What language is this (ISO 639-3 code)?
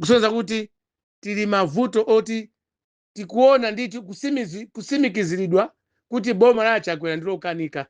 nya